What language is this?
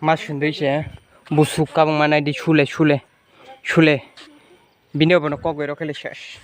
Kok Borok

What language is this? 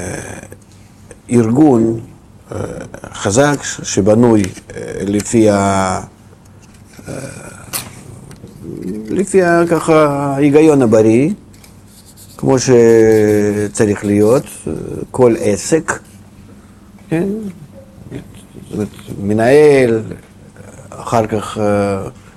Hebrew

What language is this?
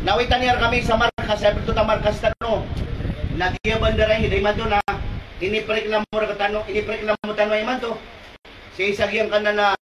Maranao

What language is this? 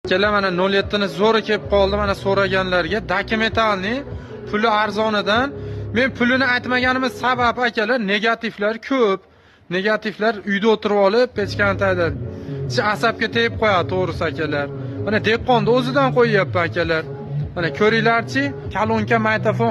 Uzbek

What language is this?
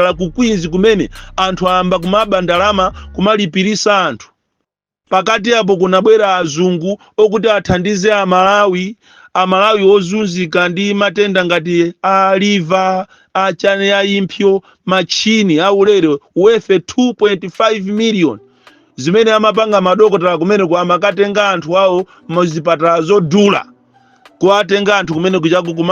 Nyanja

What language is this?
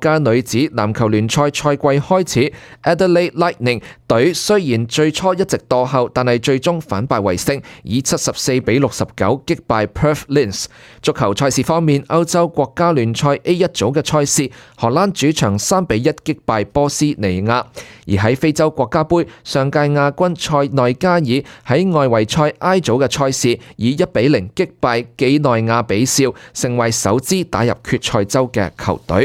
Cantonese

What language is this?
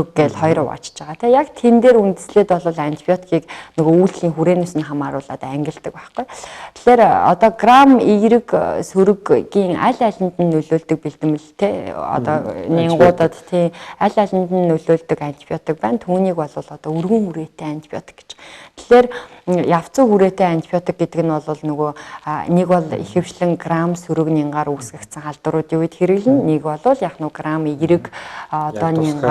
Mongolian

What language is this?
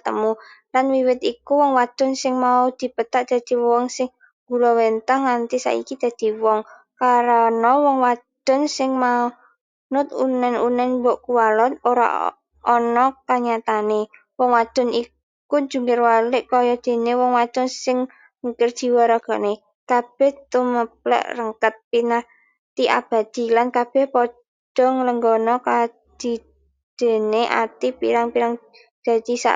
Javanese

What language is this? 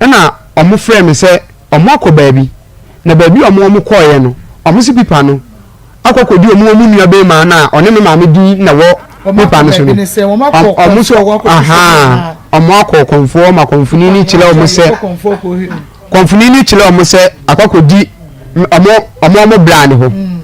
Akan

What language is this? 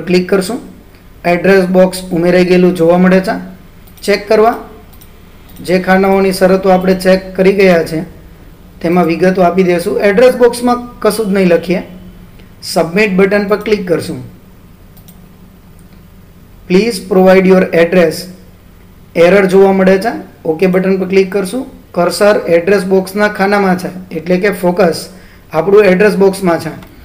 Gujarati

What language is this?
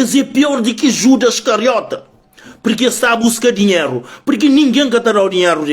Kabuverdianu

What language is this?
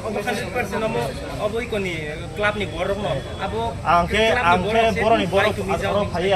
Kok Borok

